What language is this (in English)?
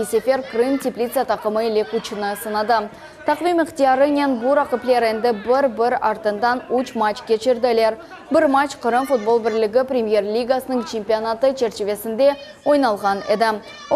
Crimean Tatar